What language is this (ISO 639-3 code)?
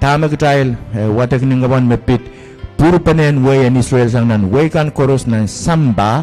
pon